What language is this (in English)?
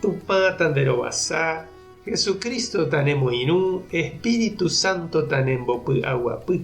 Guarani